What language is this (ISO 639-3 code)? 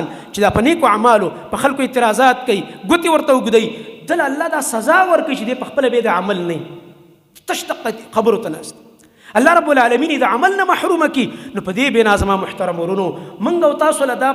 pus